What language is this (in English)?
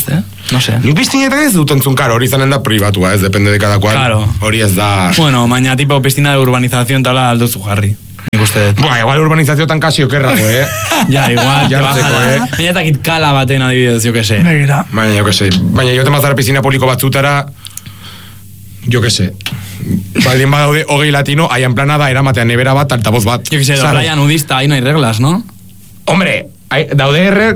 Basque